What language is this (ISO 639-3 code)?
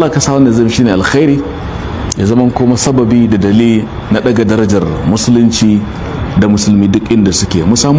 hau